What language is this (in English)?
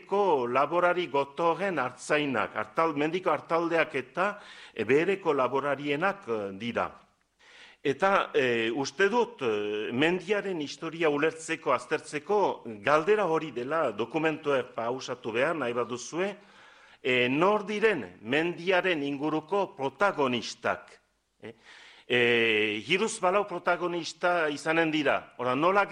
Basque